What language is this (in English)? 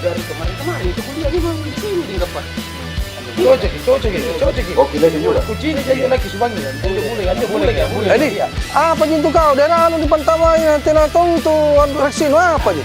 Makassar Malay